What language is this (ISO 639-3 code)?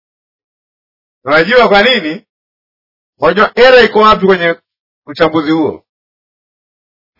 swa